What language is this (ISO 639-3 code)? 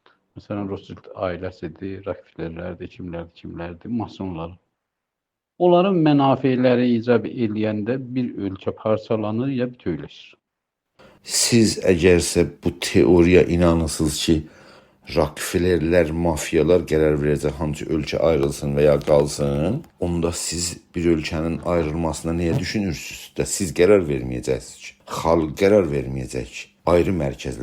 azb